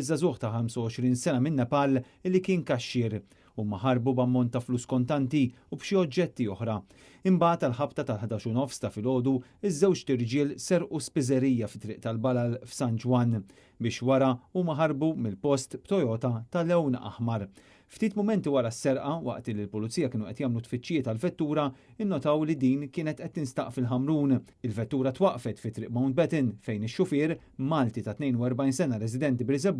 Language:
Maltese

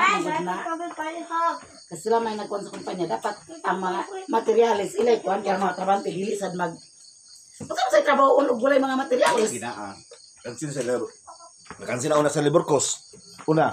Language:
Cebuano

